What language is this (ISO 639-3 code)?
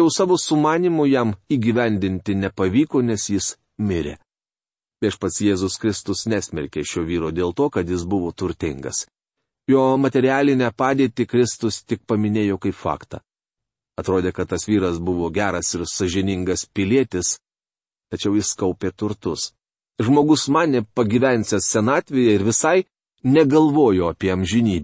lit